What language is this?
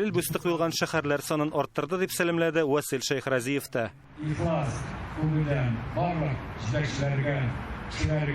Tatar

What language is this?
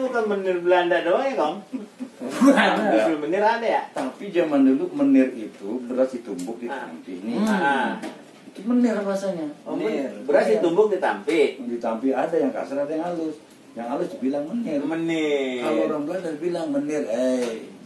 Betawi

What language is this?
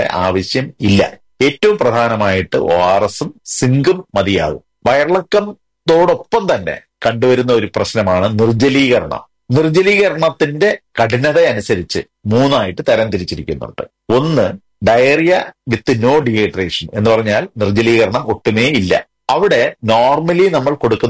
Malayalam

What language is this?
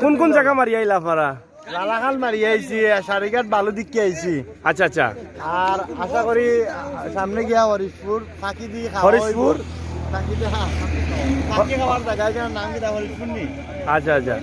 Sylheti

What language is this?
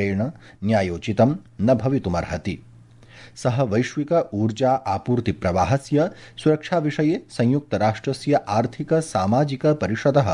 Sanskrit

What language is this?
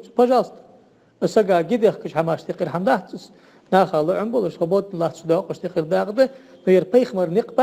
Ingush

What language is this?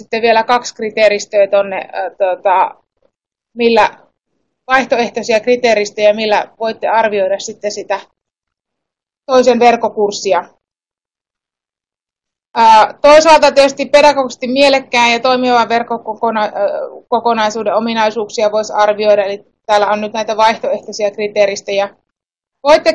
Finnish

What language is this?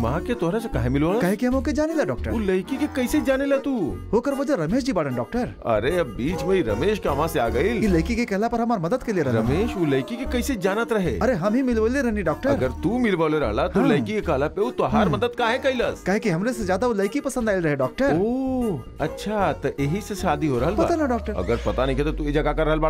Bhojpuri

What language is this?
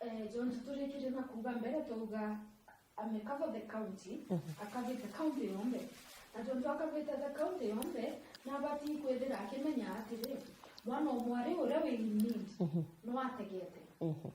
Meru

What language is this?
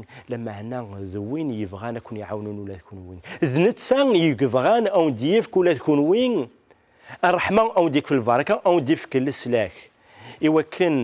Kabyle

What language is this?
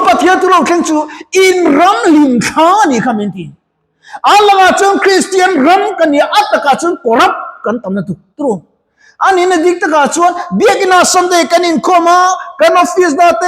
Mizo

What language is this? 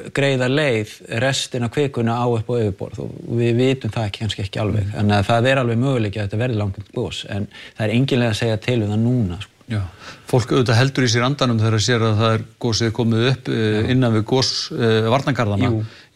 Icelandic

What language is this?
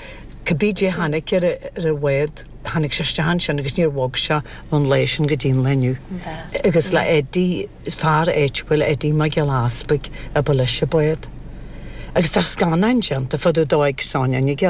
Irish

